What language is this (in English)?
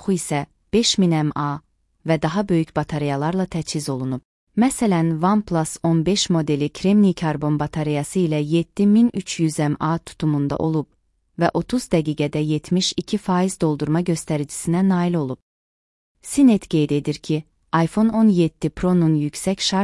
Azerbaijani